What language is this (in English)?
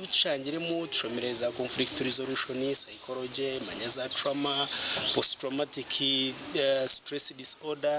Nyankole